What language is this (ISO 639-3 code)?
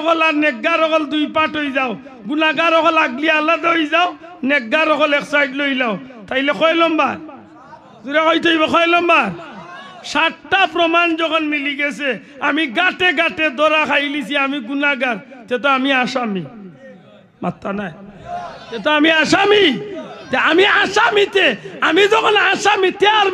syl